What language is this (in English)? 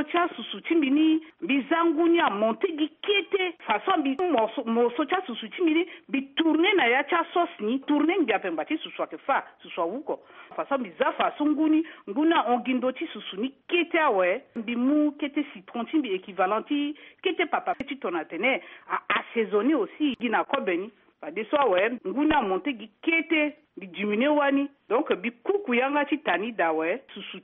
Sango